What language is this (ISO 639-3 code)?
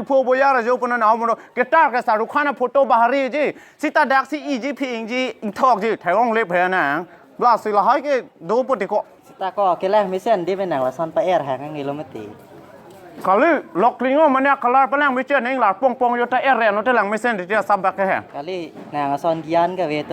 mjw